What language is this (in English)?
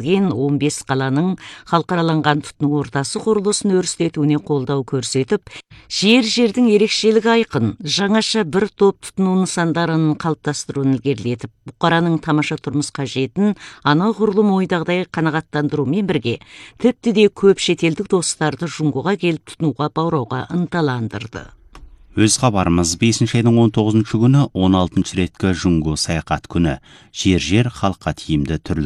Kazakh